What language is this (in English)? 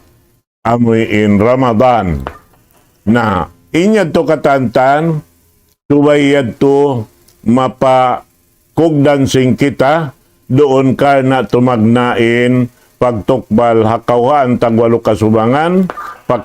Tausug